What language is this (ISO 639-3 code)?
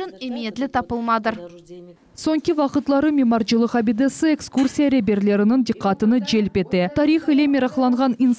crh